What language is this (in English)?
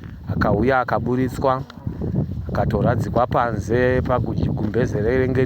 Shona